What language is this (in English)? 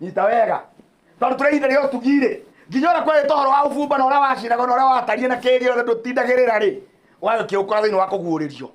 Kikuyu